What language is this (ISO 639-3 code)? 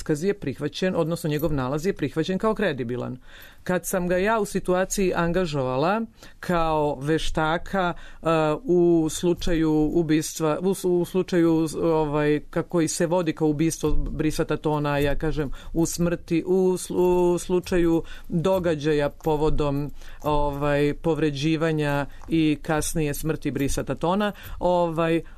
srp